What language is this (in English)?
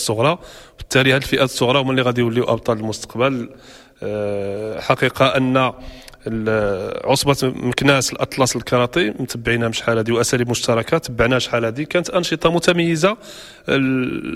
Moroccan Arabic